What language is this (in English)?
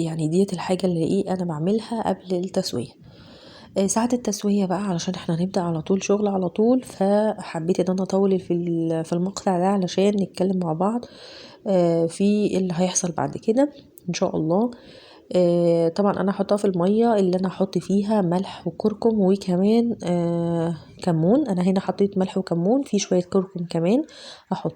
Egyptian Arabic